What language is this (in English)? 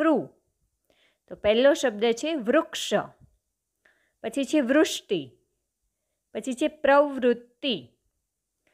Gujarati